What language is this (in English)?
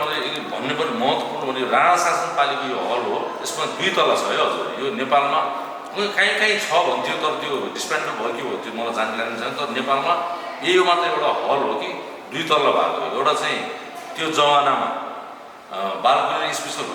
Nepali